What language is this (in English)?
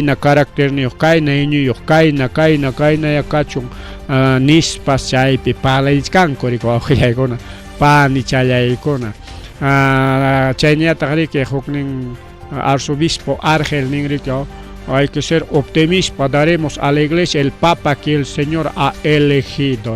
Ayacucho Quechua